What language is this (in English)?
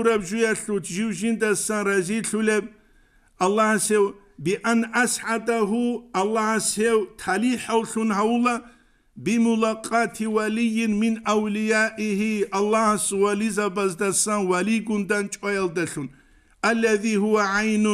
Avaric